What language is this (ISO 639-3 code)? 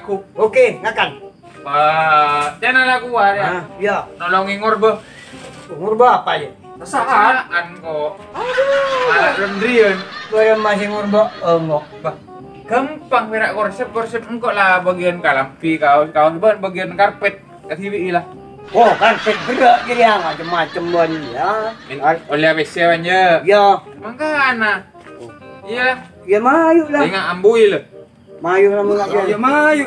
mad